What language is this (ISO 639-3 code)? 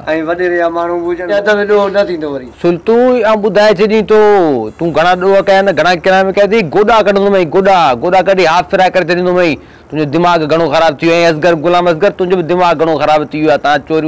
snd